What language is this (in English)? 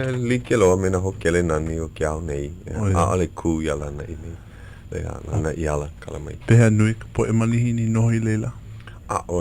Hawaiian